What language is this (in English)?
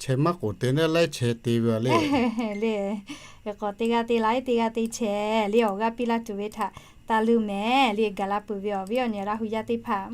Lahu